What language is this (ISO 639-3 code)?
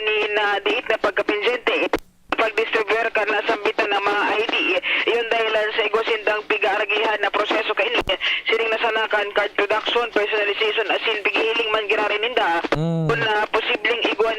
bik